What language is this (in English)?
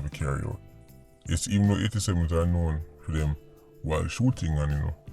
Jamaican Creole English